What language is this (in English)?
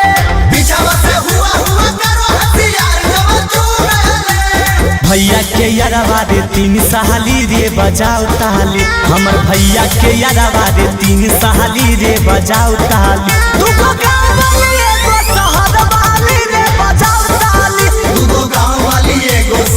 Magahi